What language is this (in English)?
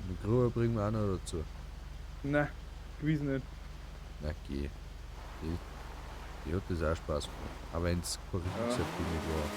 Bavarian